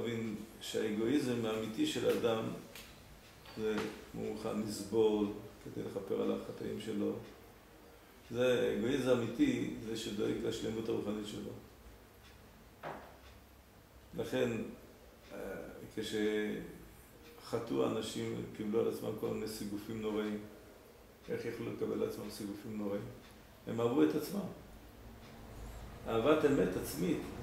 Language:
Hebrew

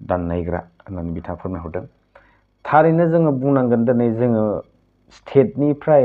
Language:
Bodo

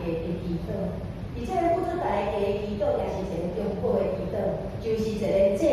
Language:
Min Nan Chinese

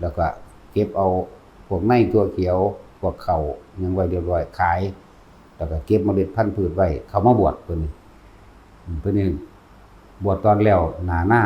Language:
Northeastern Thai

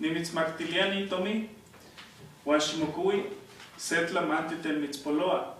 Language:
Eastern Huasteca Nahuatl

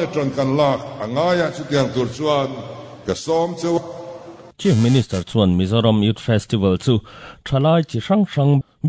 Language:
Mizo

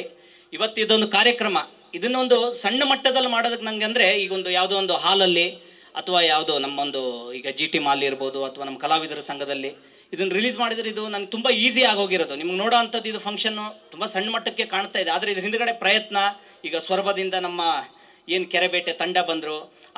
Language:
Kannada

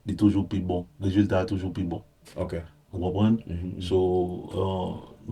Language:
Haitian Creole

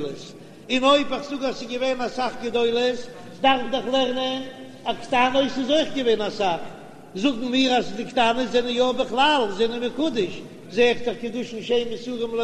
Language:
Yiddish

